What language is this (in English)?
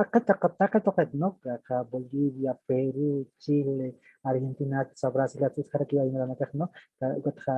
Aymara